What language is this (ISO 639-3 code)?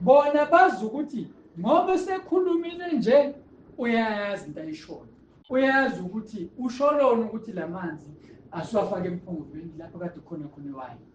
zul